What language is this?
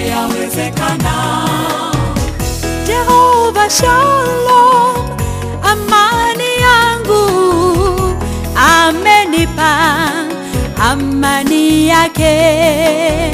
Swahili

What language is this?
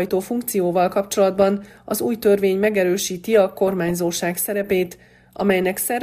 Hungarian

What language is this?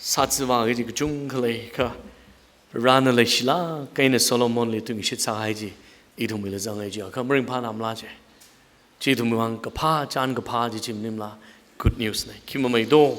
Tangkhul Naga (India)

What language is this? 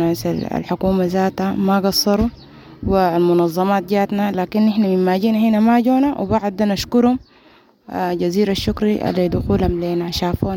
Sudanese Arabic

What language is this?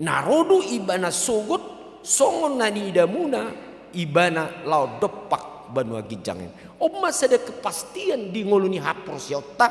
Batak Toba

